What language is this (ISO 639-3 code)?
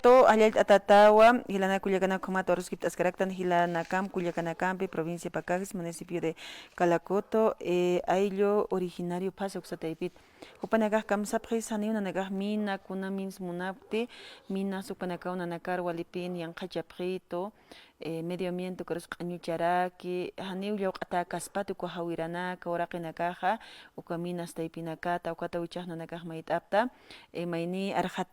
aym